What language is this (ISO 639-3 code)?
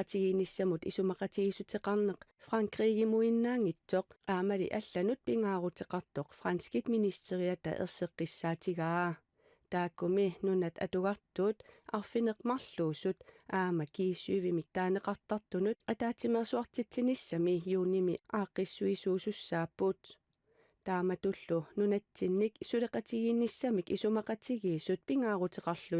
kal